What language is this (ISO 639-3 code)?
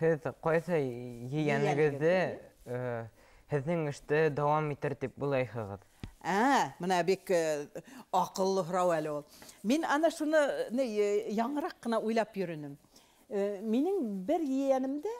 bak